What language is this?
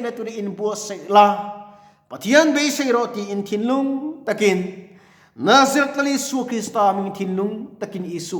Mizo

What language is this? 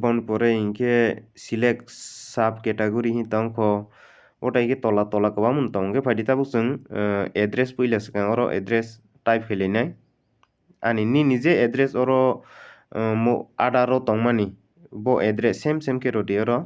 Kok Borok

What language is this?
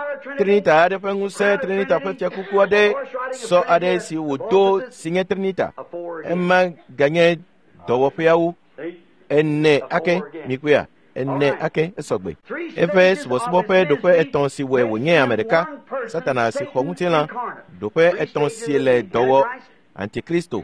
Ewe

